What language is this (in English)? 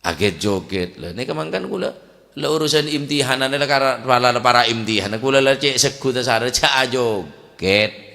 Madurese